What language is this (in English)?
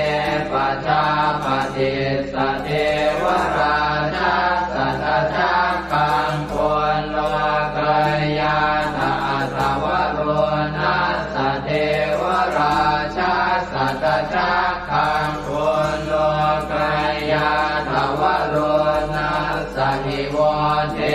Pali